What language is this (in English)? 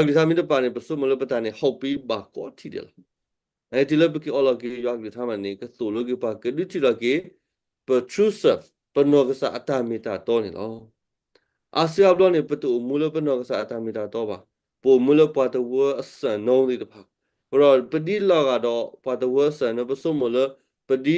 S'gaw Karen